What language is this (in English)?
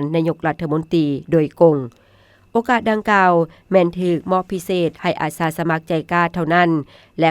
Lao